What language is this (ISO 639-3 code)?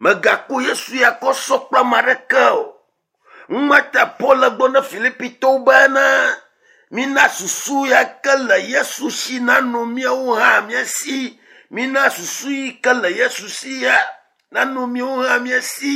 ewe